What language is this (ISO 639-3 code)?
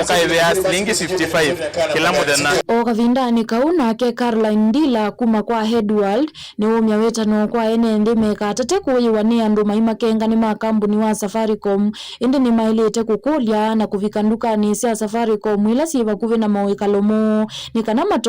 kam